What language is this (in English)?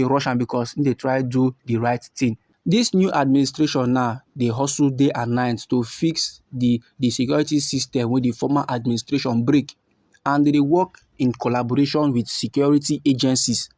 Nigerian Pidgin